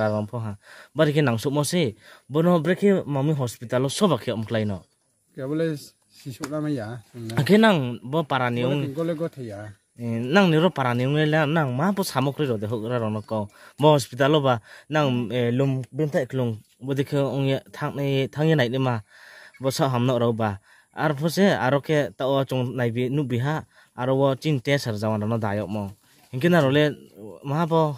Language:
Riang (India)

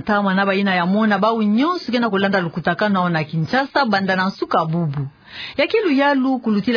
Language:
Kituba (Democratic Republic of Congo)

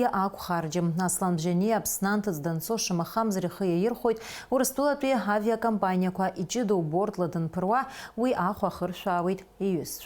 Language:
Abkhazian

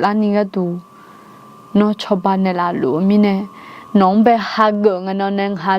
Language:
Akha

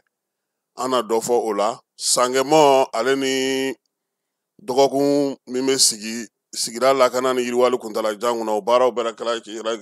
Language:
Bambara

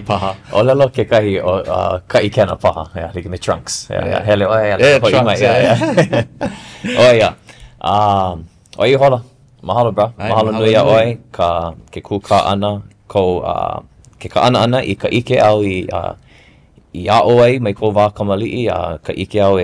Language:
Hawaiian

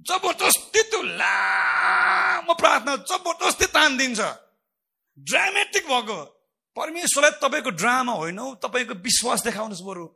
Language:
Nepali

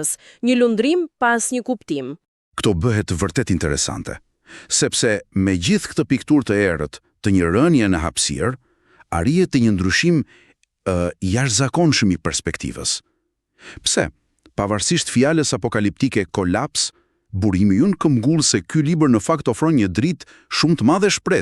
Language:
Albanian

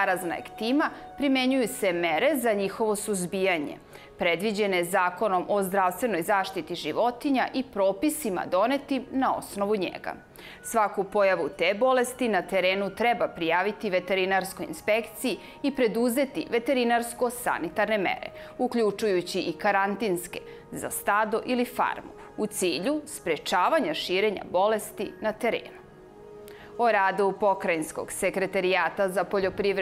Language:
Serbian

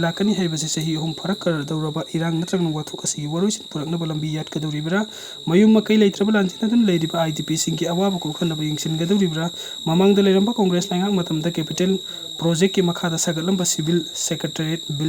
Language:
Manipuri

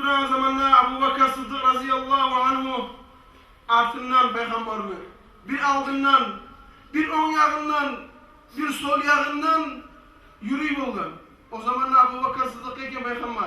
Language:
Kumyk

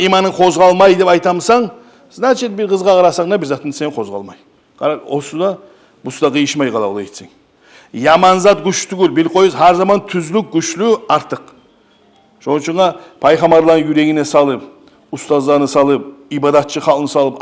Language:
Kumyk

